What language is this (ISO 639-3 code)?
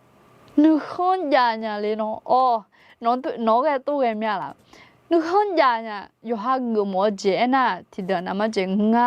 ahk